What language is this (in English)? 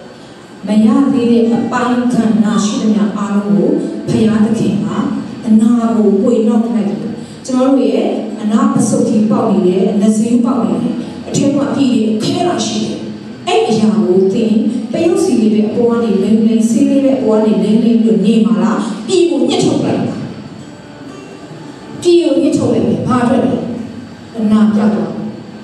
Burmese